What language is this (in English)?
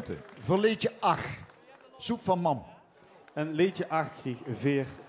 Limburgish